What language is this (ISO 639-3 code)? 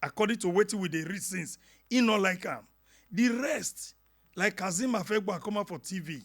pcm